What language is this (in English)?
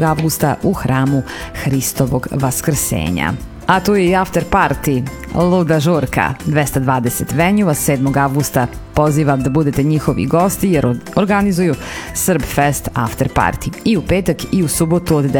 Serbian